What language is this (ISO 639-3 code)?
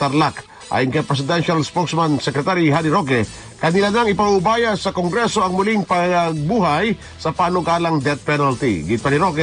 fil